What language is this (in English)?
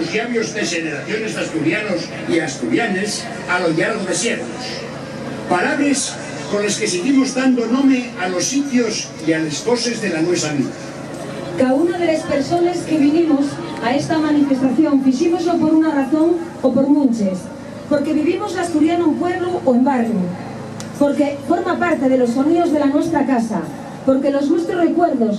Asturian